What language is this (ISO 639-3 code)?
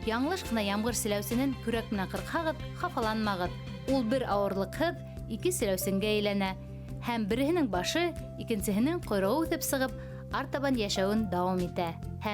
bak